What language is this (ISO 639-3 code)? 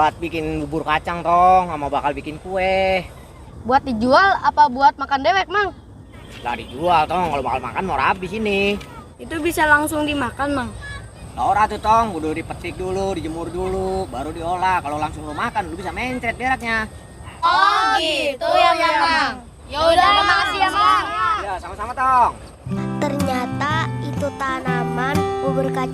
bew